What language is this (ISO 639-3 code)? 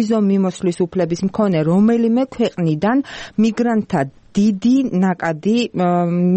kat